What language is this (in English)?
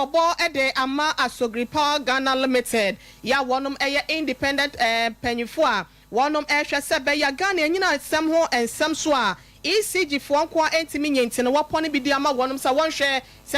Akan